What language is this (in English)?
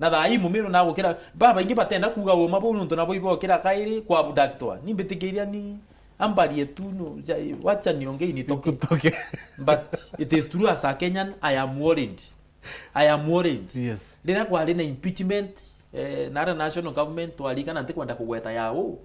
Meru